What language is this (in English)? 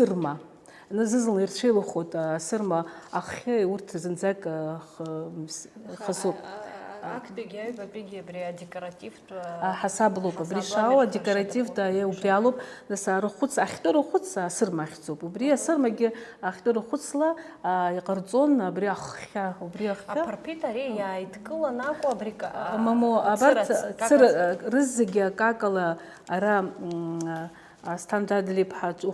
Abkhazian